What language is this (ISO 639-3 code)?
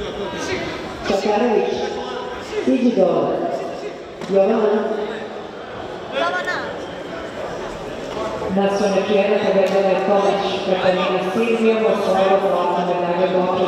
srp